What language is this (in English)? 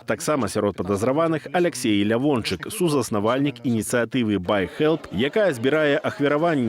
Belarusian